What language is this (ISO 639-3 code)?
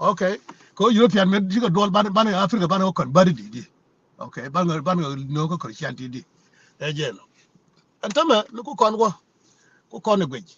nus